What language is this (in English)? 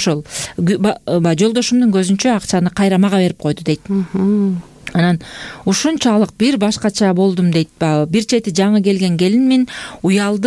Kyrgyz